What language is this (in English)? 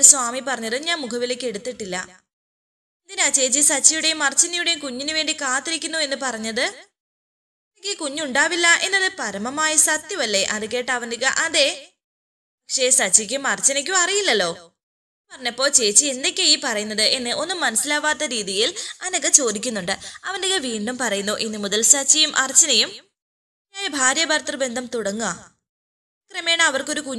Malayalam